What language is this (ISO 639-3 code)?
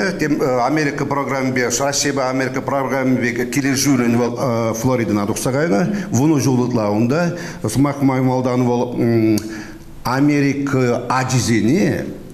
chv